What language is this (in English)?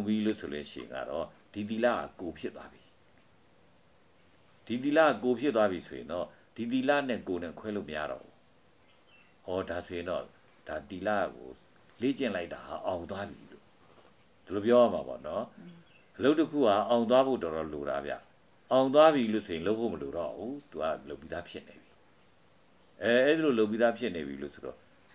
Burmese